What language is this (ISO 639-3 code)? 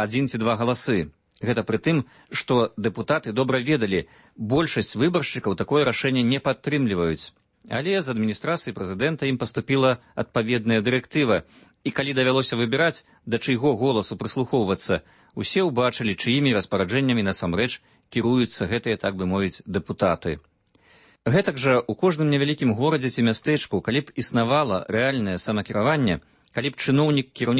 bel